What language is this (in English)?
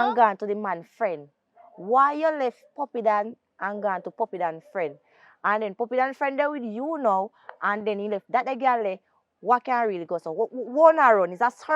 Jamaican Creole English